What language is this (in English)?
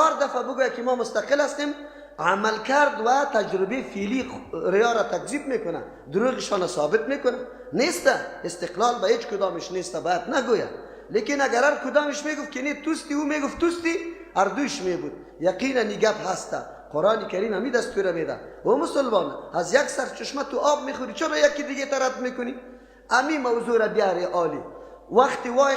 Persian